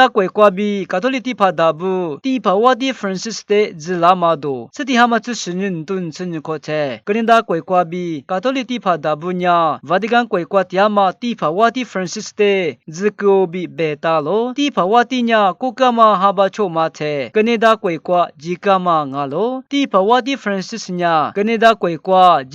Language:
Lisu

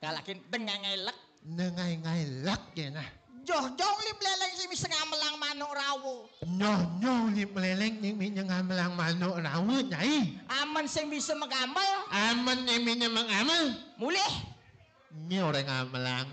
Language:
Balinese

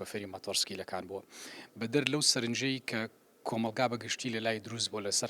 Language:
Central Kurdish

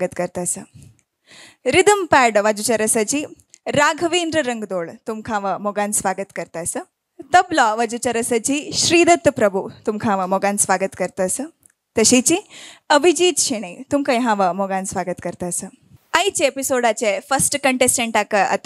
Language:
Konkani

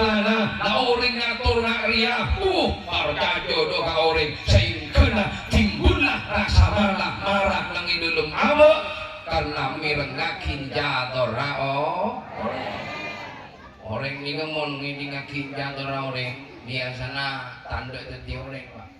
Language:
Madurese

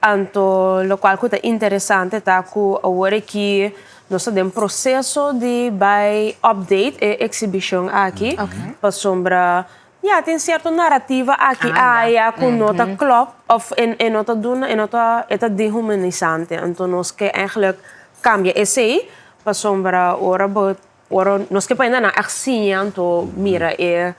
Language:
Papiamento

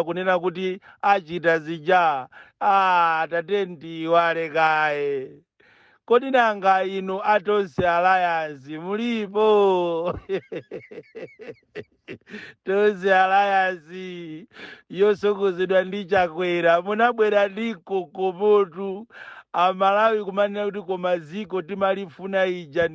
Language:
Nyanja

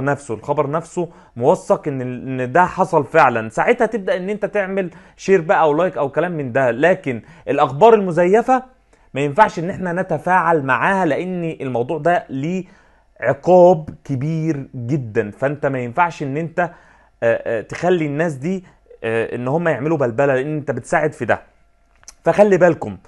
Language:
Egyptian Arabic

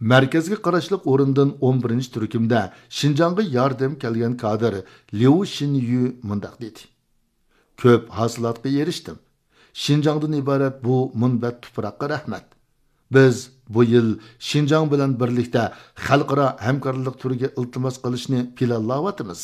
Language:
Uyghur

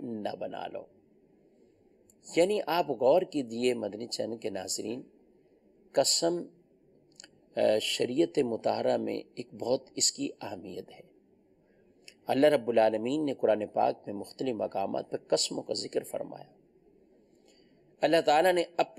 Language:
Urdu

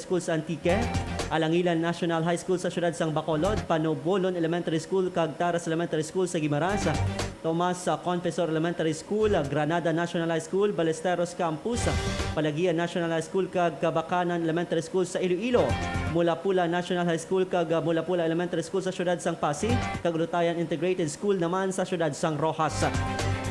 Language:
Hiligaynon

